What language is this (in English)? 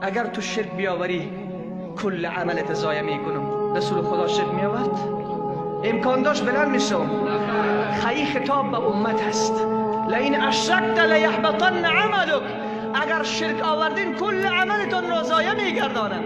Persian